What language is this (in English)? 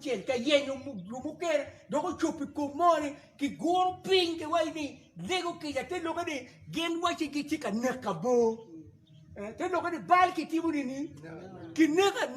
Acoli